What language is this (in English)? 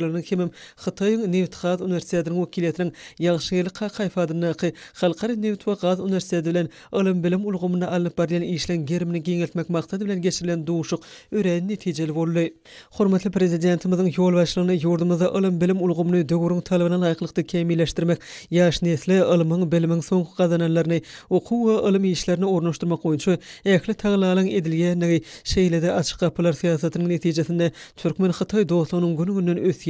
Turkmen